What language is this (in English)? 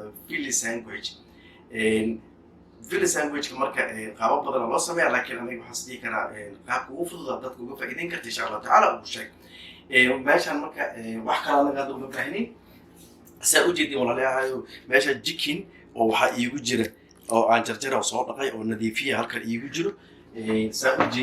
Somali